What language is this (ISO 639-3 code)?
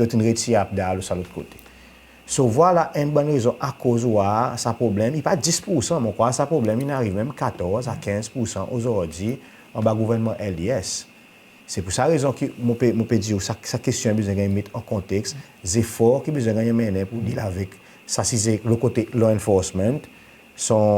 crs